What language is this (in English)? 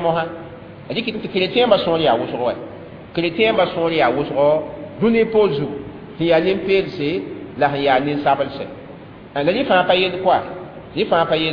Mossi